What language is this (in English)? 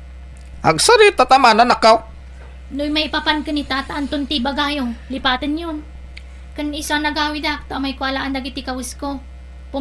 Iloko